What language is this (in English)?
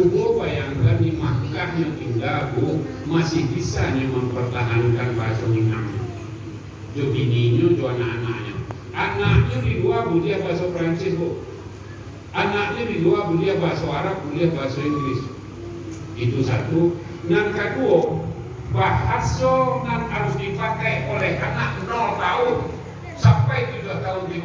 Minangkabau